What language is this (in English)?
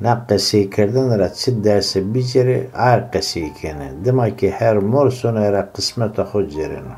Zaza